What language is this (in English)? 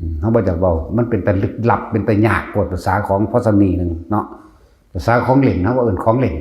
Northeastern Thai